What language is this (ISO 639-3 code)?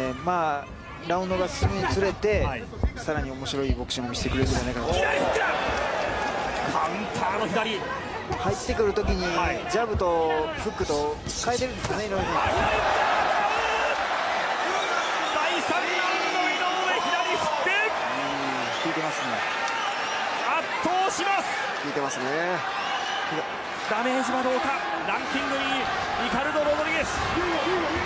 jpn